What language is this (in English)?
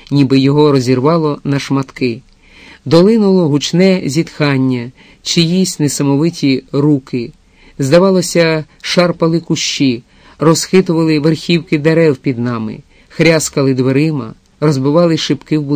Ukrainian